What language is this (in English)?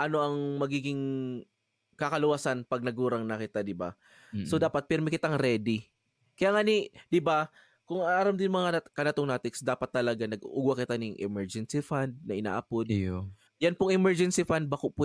Bikol